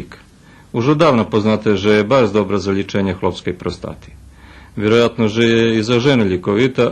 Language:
Rusyn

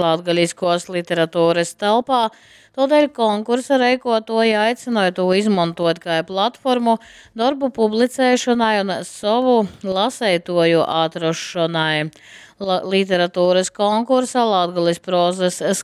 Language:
Latgalian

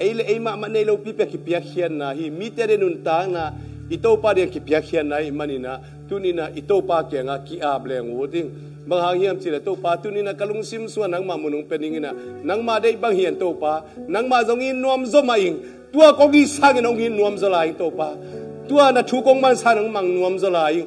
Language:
Tedim Chin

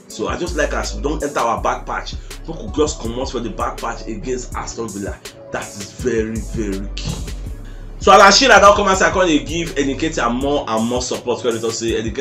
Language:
Nigerian Pidgin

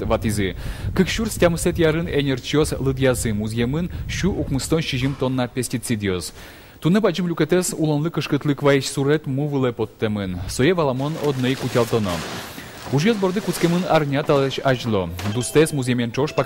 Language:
Udmurt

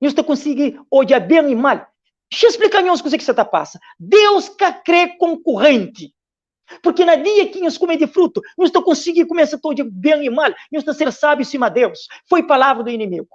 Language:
Kabuverdianu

